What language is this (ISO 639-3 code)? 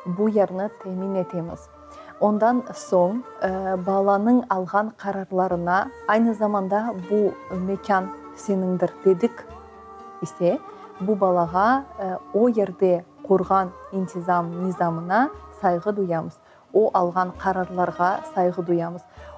crh